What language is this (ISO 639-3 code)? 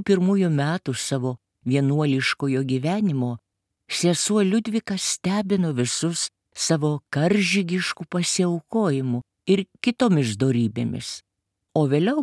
lit